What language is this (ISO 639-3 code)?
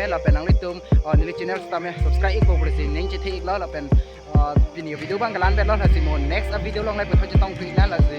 mjw